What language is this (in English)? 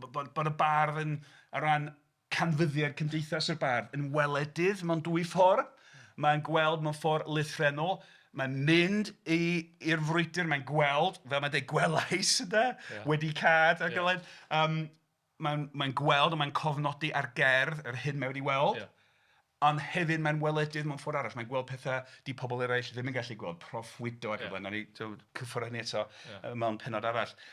Welsh